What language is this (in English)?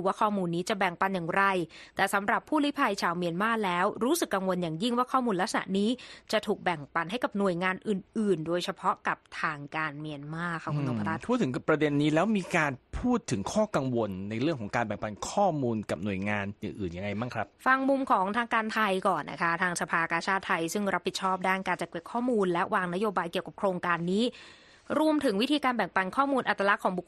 Thai